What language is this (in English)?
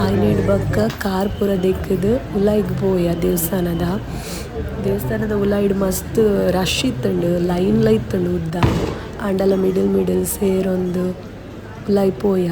Tulu